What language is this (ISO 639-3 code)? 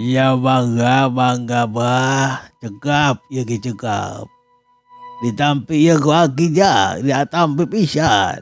sun